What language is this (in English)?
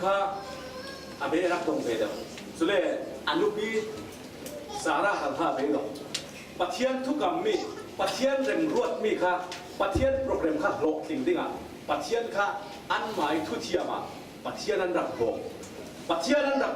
Falam Chin